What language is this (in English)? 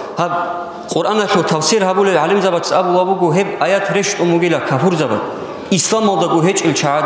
Avaric